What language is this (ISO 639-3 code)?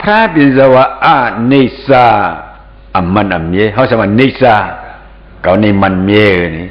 shn